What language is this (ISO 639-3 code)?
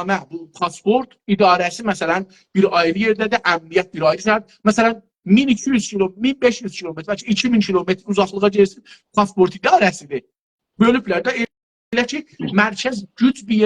azb